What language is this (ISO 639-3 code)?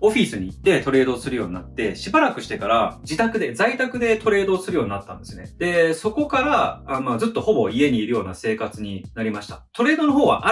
jpn